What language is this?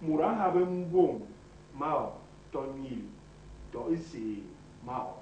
Basaa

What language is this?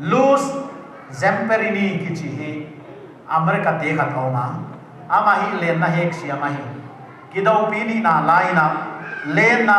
Paite Chin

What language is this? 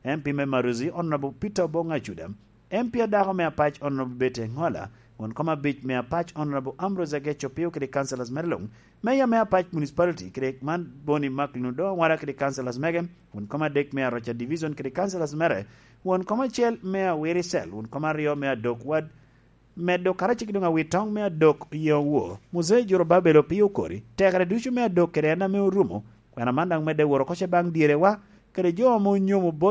Lango (Uganda)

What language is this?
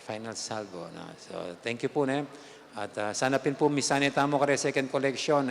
Pampanga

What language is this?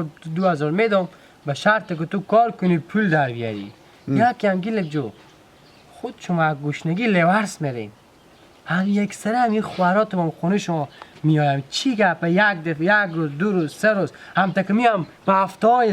Hazaragi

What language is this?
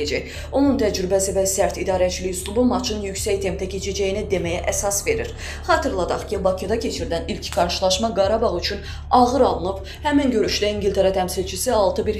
Azerbaijani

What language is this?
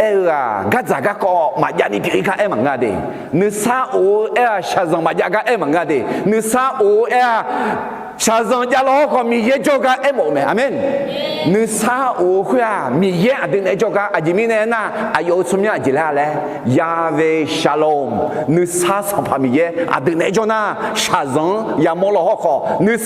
Akha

